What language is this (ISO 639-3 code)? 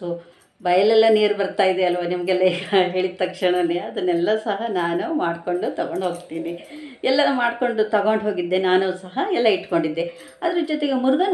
kan